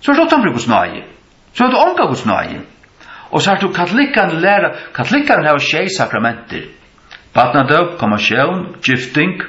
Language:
Faroese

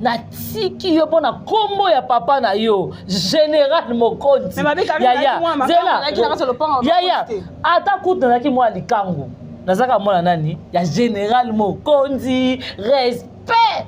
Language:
Lingala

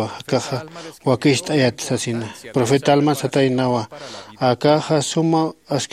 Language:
Aymara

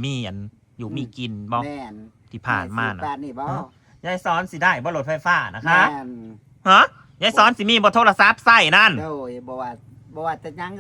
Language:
Northeastern Thai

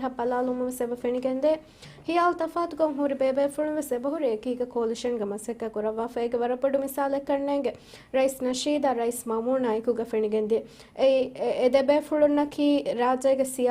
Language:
Divehi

